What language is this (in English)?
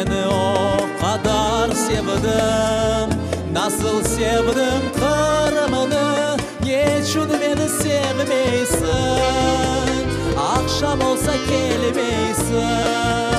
Crimean Tatar